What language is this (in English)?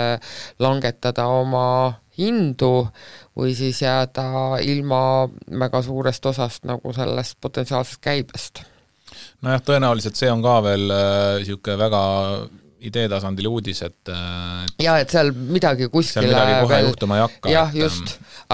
Estonian